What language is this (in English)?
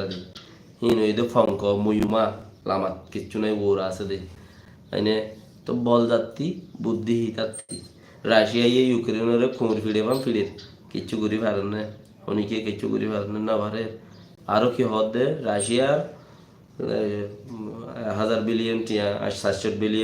Rohingya